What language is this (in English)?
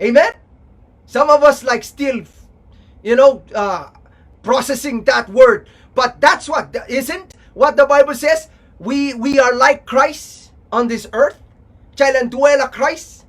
Pohnpeian